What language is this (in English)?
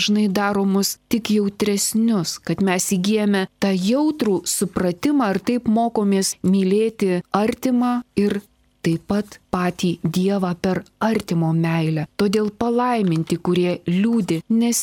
Lithuanian